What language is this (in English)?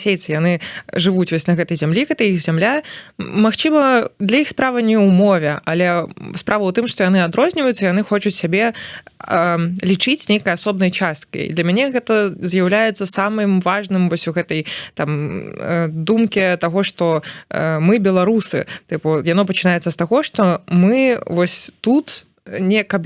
Belarusian